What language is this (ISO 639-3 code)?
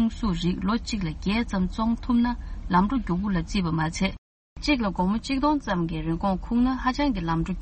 bod